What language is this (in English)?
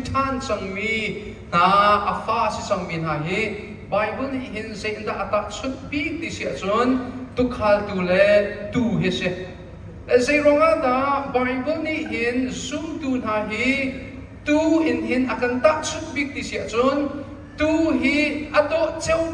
Hakha Chin